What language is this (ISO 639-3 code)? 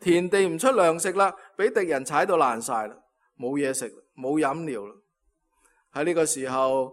yue